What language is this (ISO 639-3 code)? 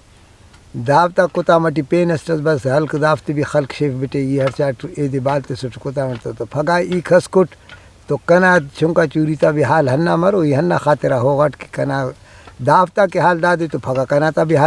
brh